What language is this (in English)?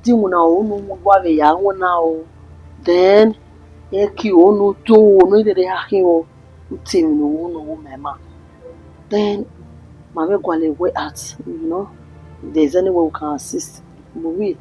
Bini